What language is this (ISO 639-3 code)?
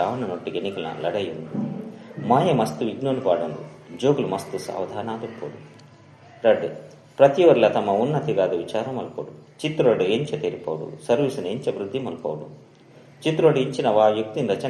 tcy